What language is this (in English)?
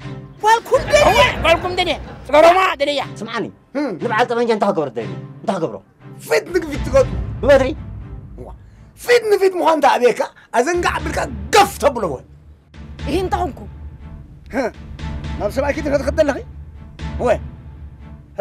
Tigrinya